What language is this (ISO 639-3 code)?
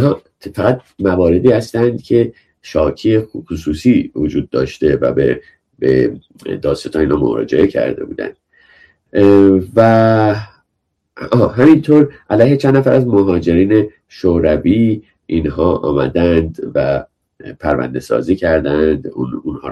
fas